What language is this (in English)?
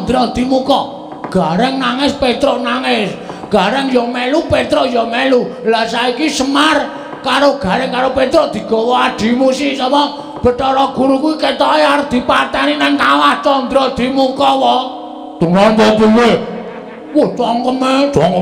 Javanese